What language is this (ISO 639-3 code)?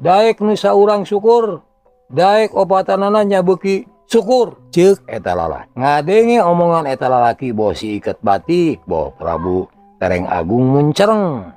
sun